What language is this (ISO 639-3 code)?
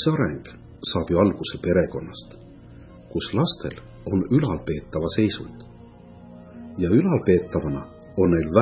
est